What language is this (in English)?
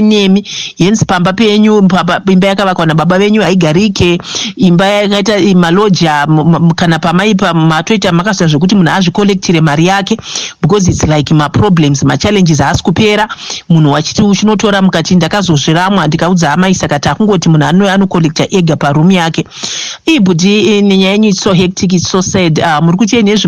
Shona